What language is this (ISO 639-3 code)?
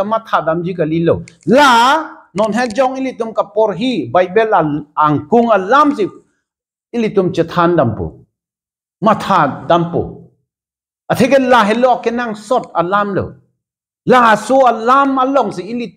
mjw